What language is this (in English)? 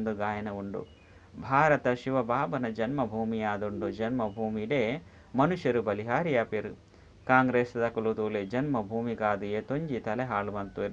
Tulu